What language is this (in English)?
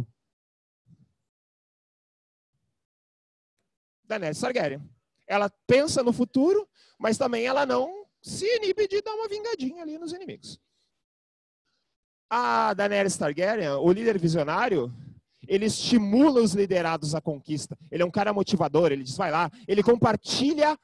Portuguese